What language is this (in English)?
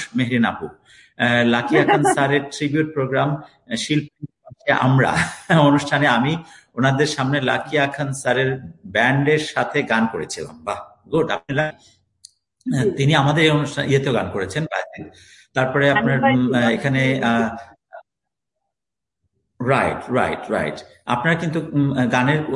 Bangla